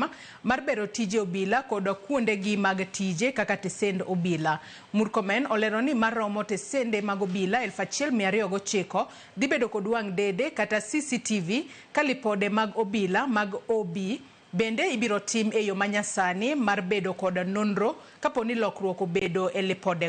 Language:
Luo (Kenya and Tanzania)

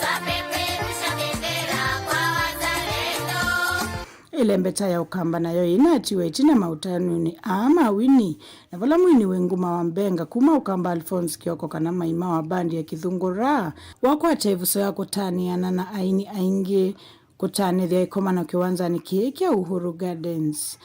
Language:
Kamba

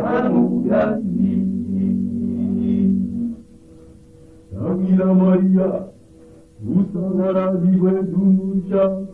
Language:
Swahili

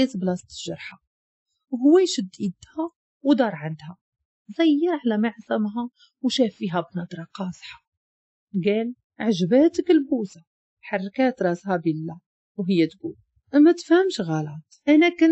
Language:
Moroccan Arabic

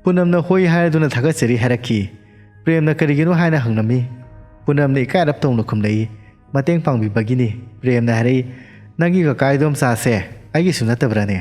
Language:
Manipuri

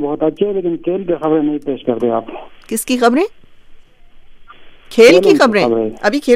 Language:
Urdu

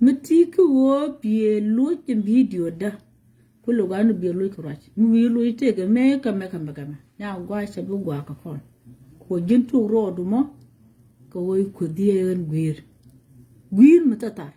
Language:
Nuer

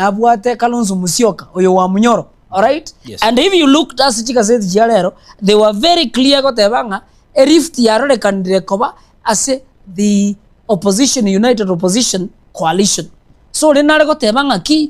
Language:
Gusii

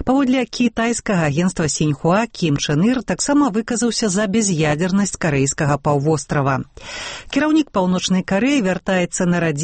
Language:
Belarusian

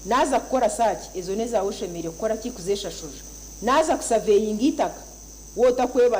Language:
Nyankole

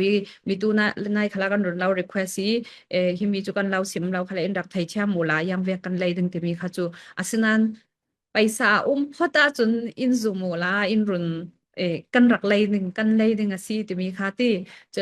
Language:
Falam Chin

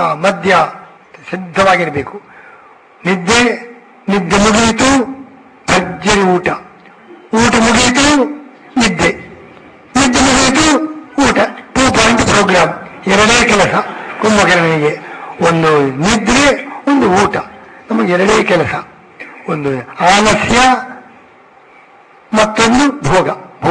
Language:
Kannada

